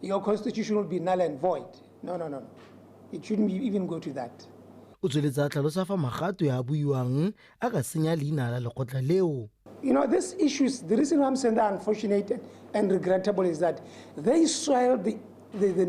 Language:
Tswana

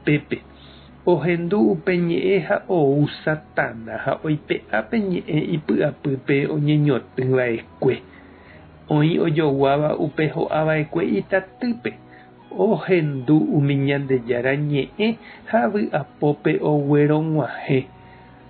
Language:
Guarani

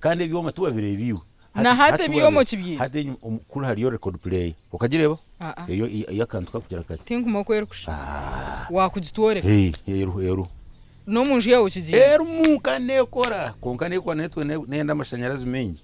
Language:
Nyankole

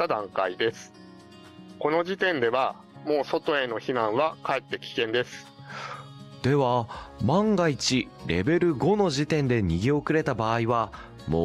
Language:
Japanese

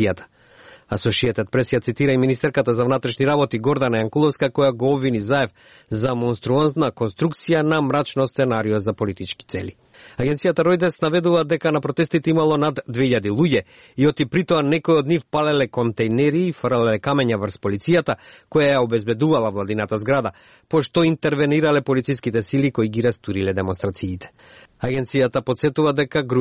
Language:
Macedonian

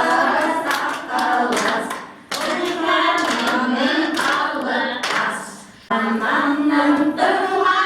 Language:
Bashkir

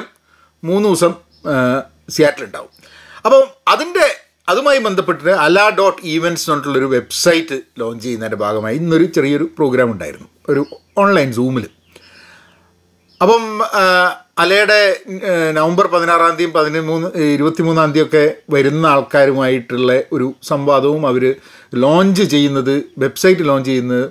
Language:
Malayalam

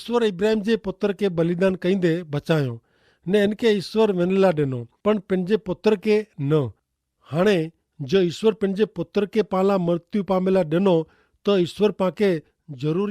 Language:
Kachhi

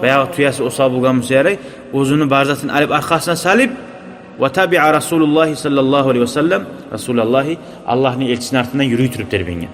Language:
Kumyk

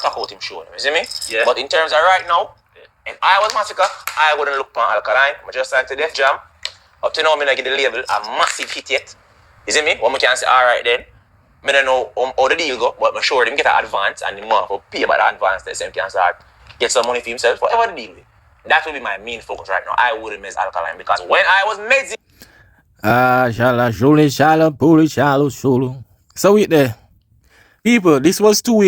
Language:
Jamaican Creole English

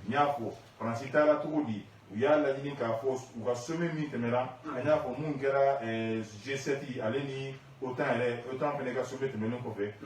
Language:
Bambara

